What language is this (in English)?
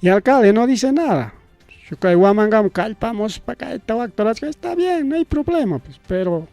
Ayacucho Quechua